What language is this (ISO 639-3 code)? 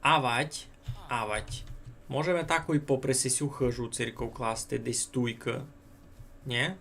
rue